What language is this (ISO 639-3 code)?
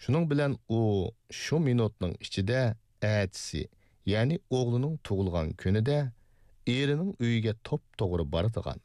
uig